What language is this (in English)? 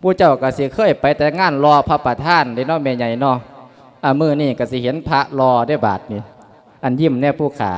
Lao